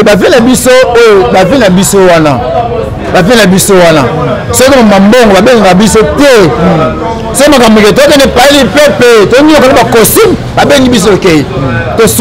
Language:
Lingala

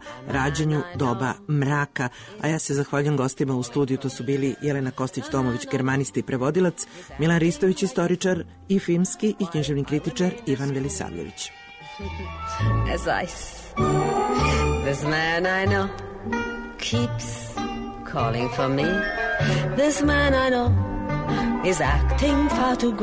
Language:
Serbian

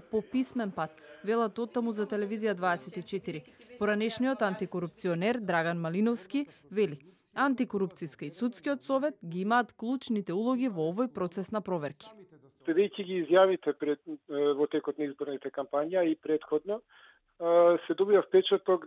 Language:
Macedonian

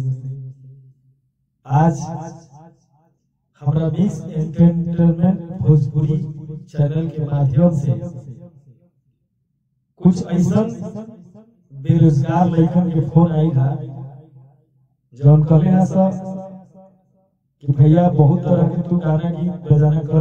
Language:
Bhojpuri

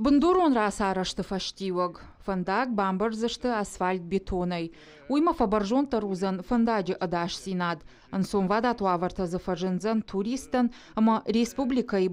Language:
Ossetic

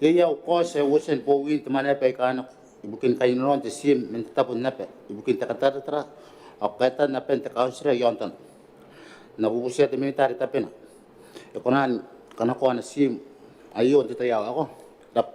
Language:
Gilbertese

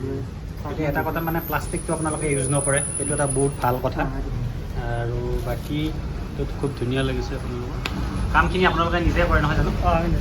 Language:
Assamese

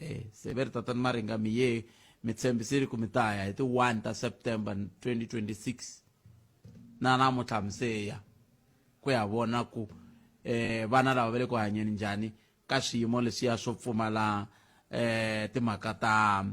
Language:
Tsonga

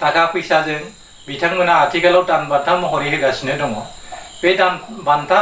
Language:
Bodo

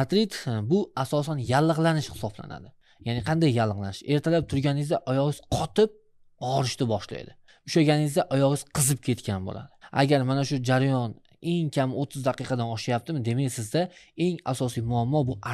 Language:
Uzbek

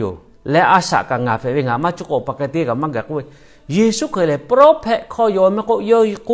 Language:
Lahu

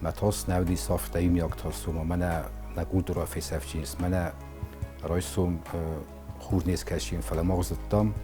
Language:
Ossetic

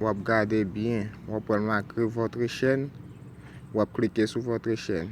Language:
Haitian Creole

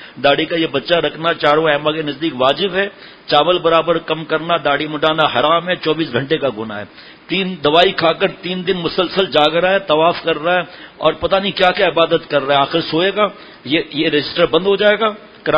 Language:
Urdu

